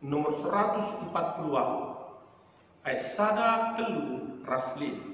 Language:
Batak Karo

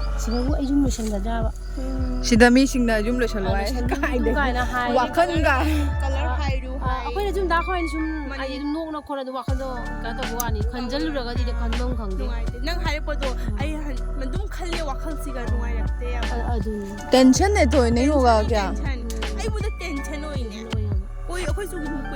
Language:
Manipuri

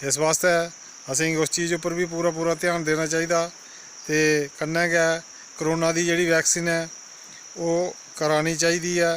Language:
Dogri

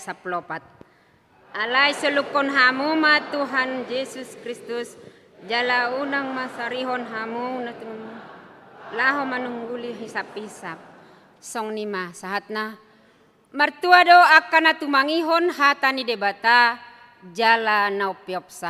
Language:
Batak Toba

